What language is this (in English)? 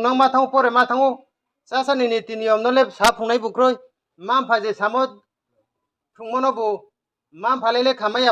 Riang (India)